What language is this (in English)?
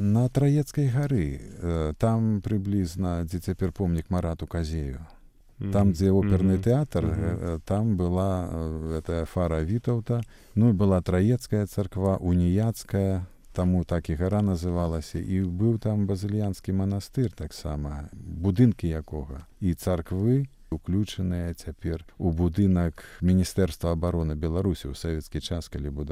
Belarusian